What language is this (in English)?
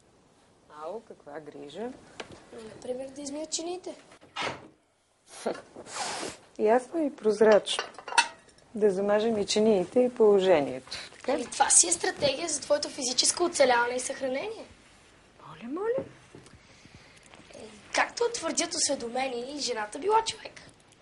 Bulgarian